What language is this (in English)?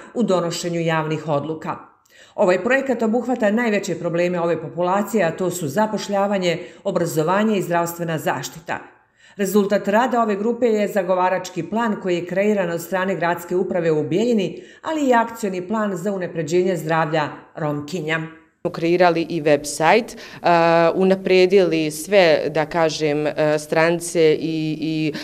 Croatian